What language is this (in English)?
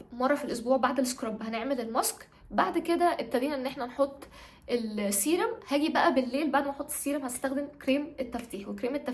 Egyptian Arabic